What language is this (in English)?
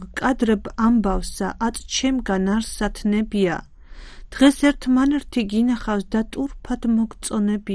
Georgian